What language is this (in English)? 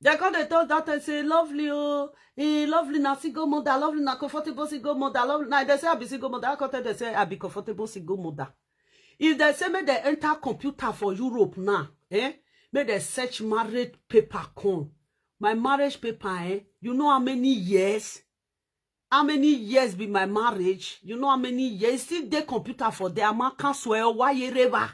Nigerian Pidgin